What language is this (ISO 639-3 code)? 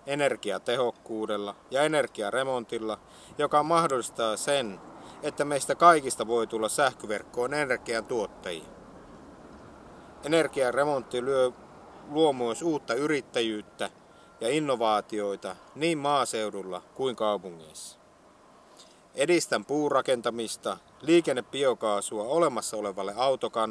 fin